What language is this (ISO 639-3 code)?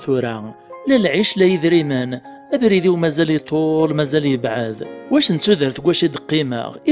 kab